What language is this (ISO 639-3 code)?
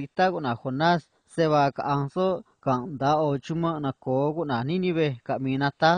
trc